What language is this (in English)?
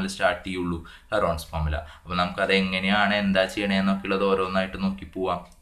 Malayalam